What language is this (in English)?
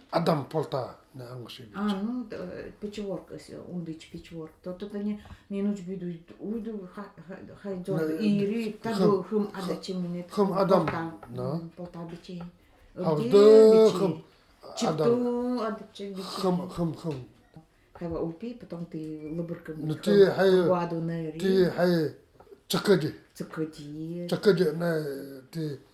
Nanai